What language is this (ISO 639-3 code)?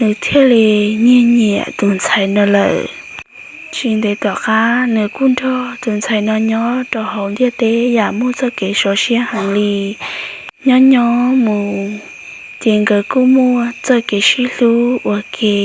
hmn